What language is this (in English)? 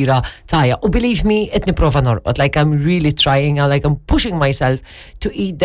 Maltese